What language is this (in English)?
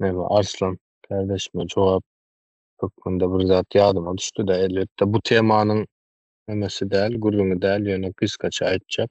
Turkmen